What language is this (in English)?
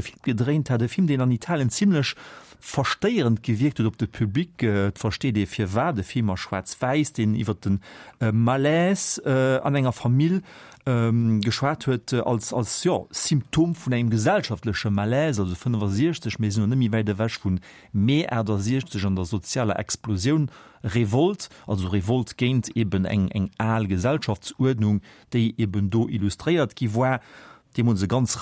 Luxembourgish